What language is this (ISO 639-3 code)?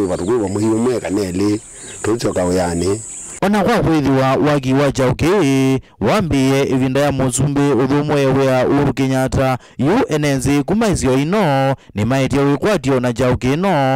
kam